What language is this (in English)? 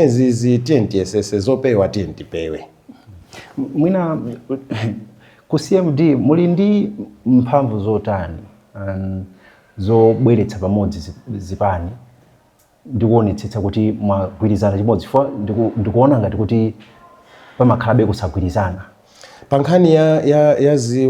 Nyanja